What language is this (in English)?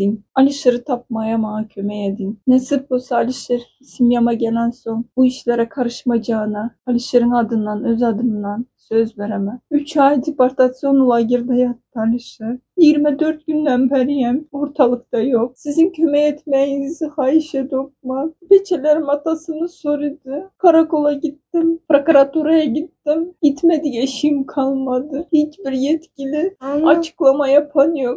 Turkmen